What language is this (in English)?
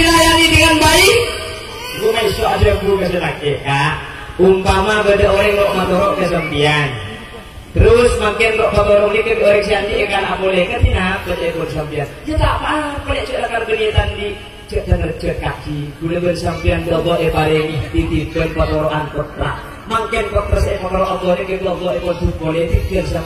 Madurese